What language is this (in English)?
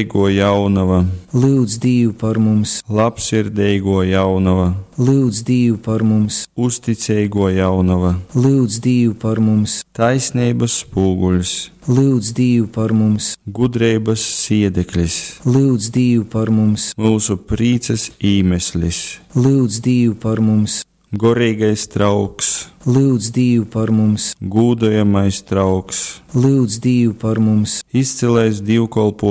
Latgalian